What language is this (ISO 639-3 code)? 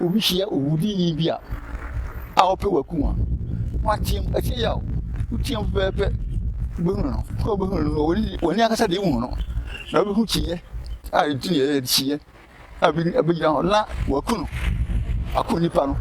aka